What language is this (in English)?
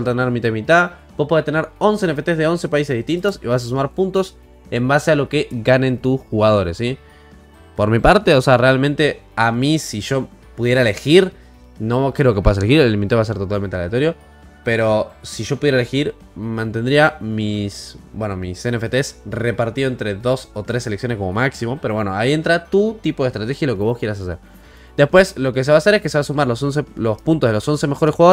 Spanish